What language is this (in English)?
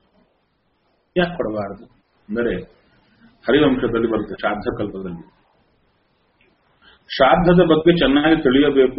Kannada